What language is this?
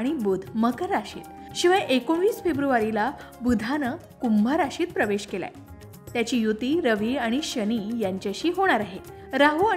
Marathi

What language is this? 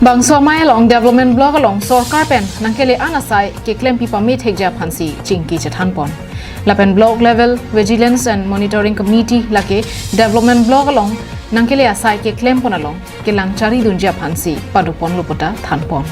Karbi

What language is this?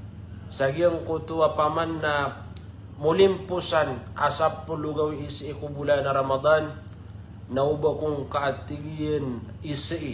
Maranao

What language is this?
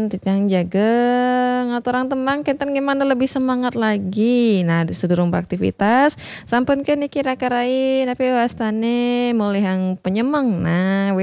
Balinese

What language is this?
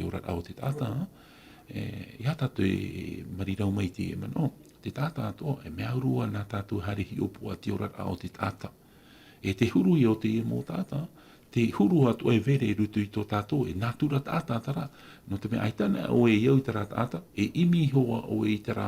Tahitian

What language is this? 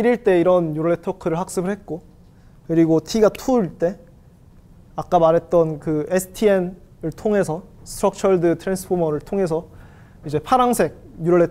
Korean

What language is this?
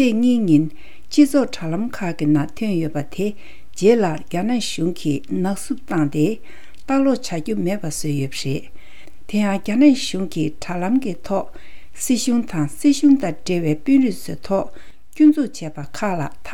Tibetan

